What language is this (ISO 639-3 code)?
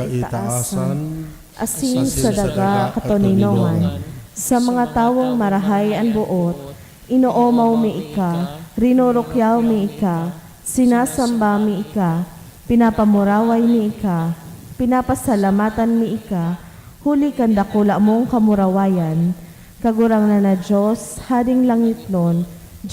bik